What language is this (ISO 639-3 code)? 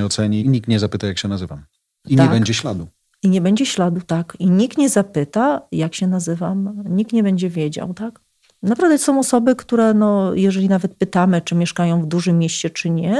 pol